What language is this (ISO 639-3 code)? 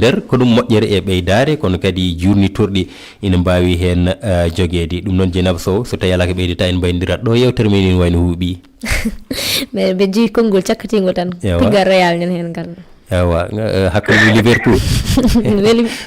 ful